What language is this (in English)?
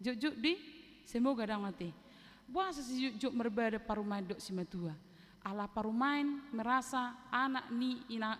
Batak Toba